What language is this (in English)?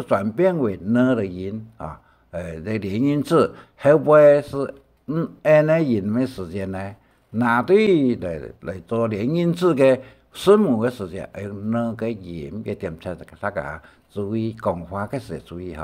Hakka Chinese